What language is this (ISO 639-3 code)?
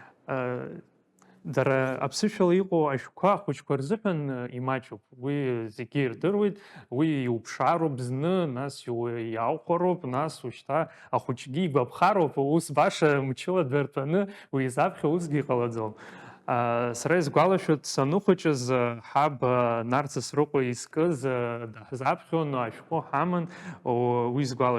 abk